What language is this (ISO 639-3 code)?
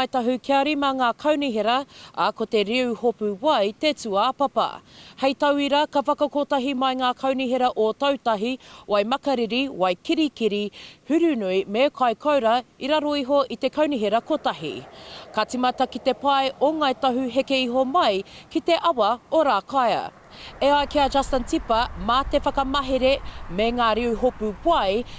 mri